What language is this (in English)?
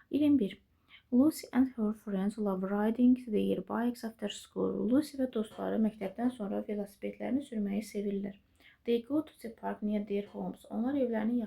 Azerbaijani